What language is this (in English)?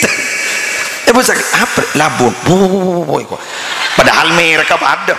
Madurese